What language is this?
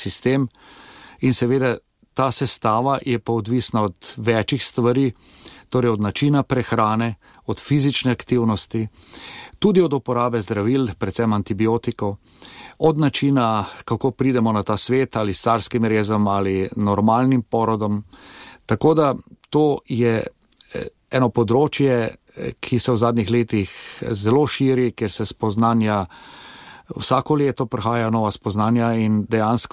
Slovenian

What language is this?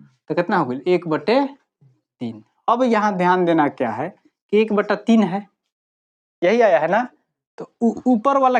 Bhojpuri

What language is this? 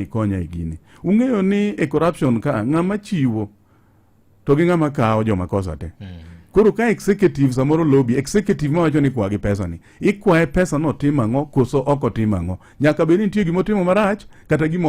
Luo (Kenya and Tanzania)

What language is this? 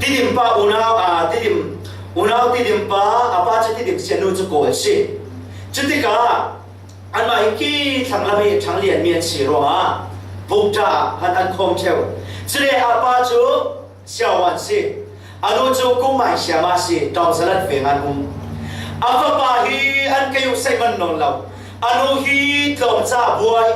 Falam Chin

